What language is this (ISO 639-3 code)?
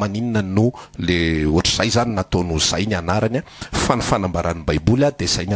mlg